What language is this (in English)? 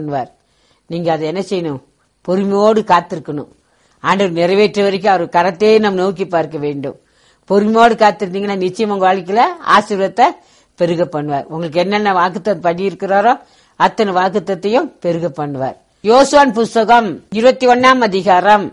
Tamil